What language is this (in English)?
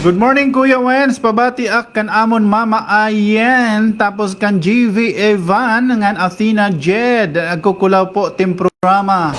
Waray